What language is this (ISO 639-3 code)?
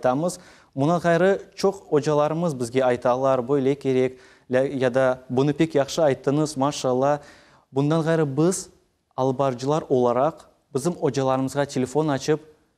crh